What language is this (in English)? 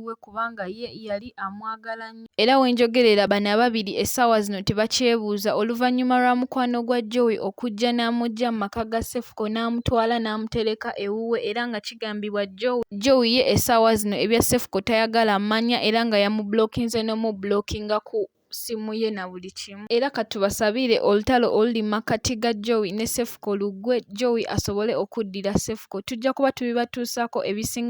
Ganda